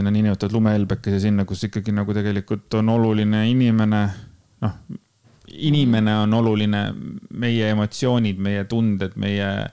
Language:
Estonian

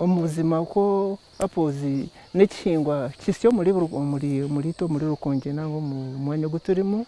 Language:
Nyankole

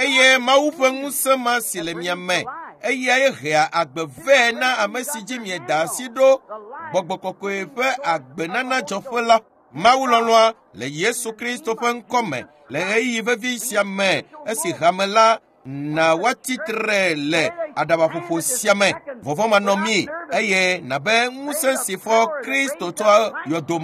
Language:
Ewe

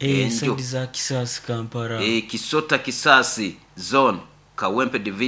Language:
Nyoro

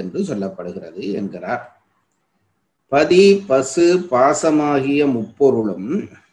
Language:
Tamil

